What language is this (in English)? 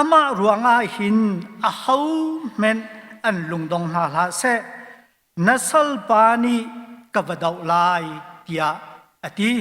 Hakha Chin